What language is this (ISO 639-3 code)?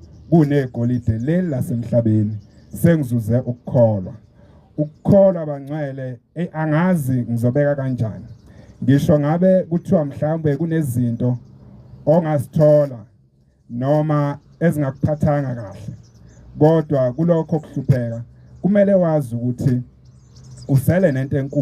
zul